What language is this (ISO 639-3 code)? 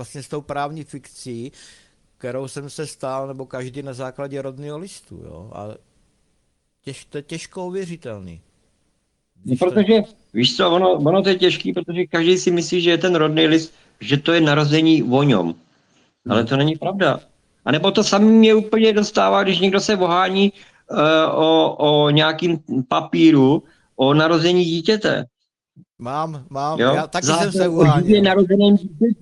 ces